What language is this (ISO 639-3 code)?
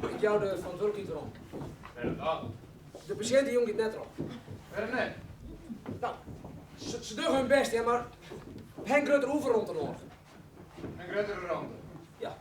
fry